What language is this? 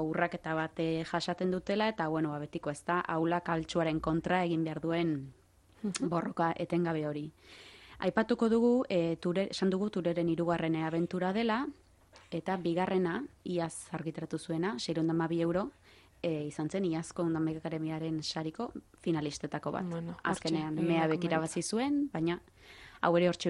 Basque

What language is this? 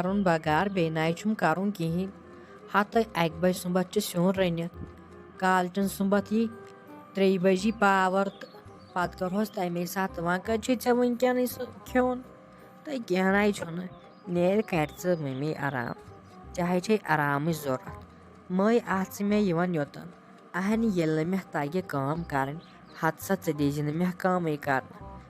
Kashmiri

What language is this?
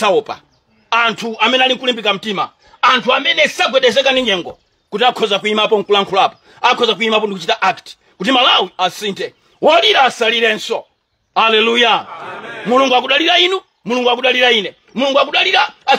Nyanja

